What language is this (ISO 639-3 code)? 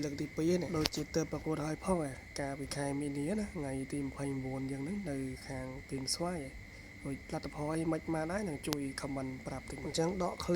khm